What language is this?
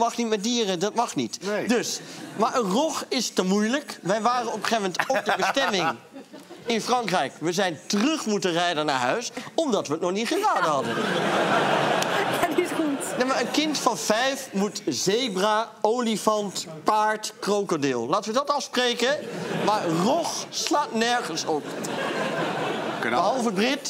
Dutch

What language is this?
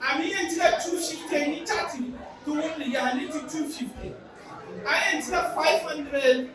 Dagbani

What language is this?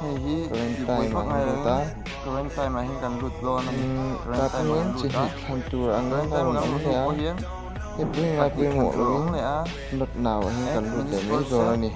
Mizo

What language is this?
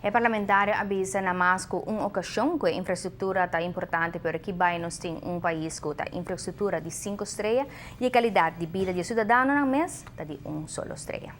Papiamento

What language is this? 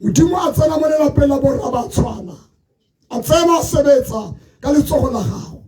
Tswana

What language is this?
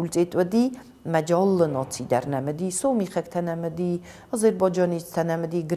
Ossetic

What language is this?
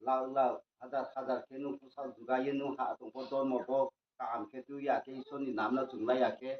Riang (India)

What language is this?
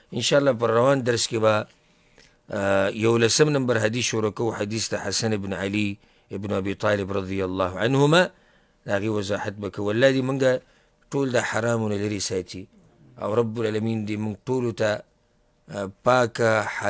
Pashto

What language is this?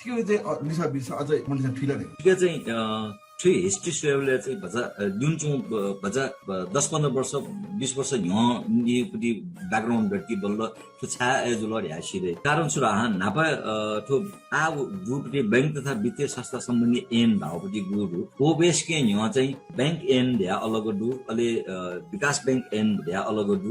Newari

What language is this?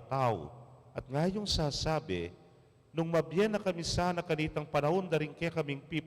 Pampanga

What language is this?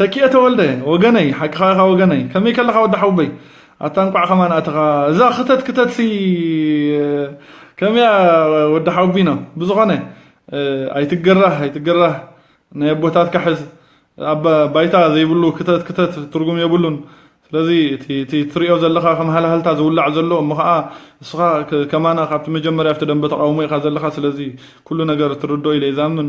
Tigrinya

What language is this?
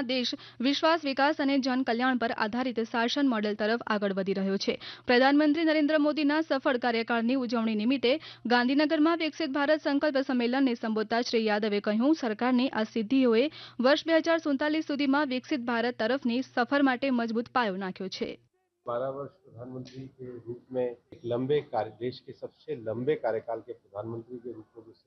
Gujarati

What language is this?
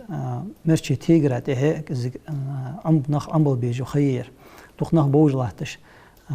Ingush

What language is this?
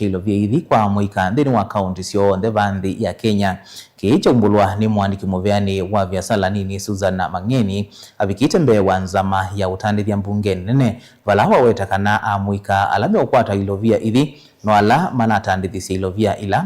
Kamba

